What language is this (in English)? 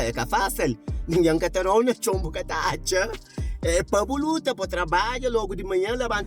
Kabuverdianu